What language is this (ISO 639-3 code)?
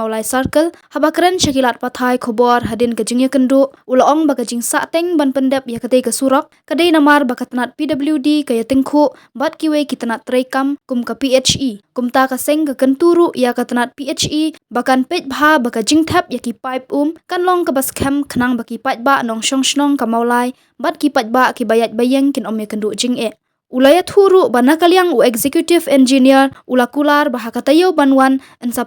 kha